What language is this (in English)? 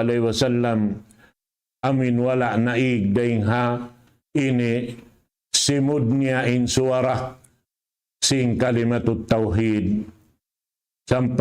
Tausug